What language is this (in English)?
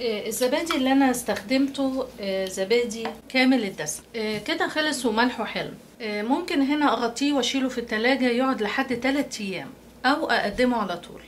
Egyptian Arabic